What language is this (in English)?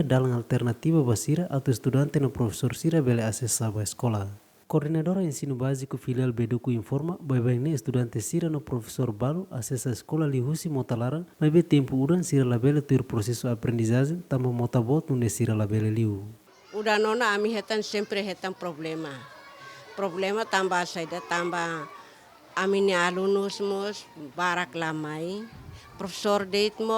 Tetum